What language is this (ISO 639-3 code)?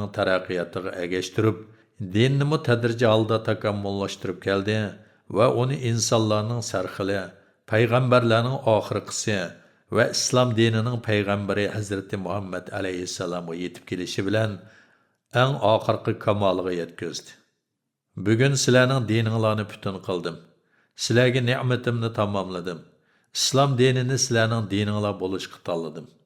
uig